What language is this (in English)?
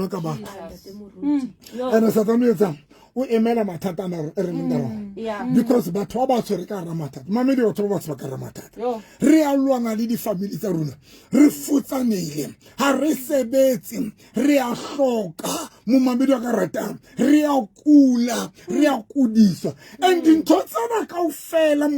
Southern Sotho